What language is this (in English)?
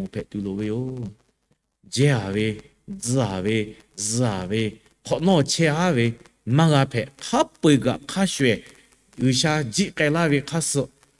Lahu